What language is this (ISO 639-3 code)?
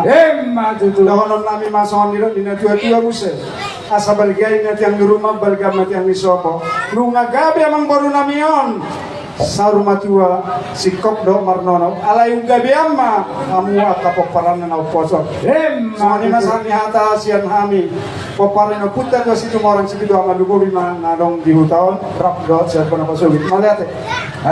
bbc